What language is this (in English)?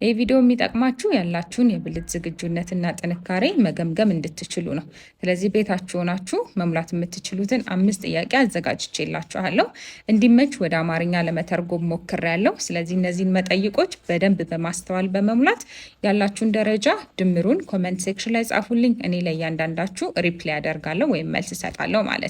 Amharic